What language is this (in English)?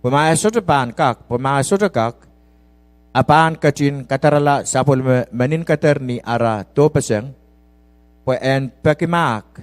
Pohnpeian